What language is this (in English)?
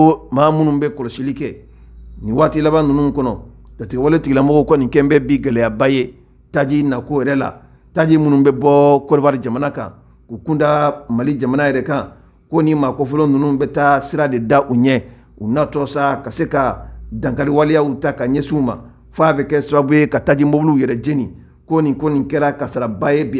Bambara